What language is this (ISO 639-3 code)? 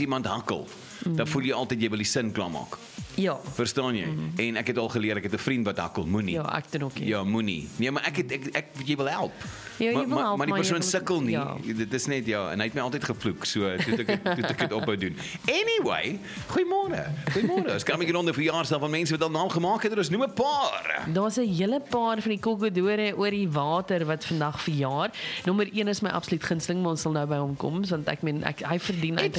afr